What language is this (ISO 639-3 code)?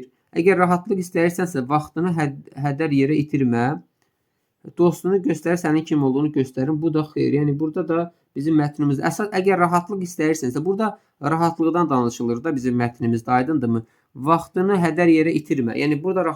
aze